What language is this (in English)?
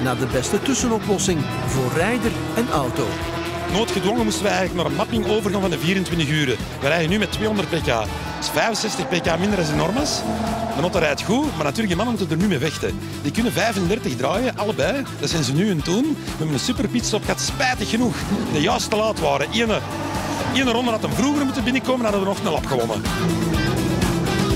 Dutch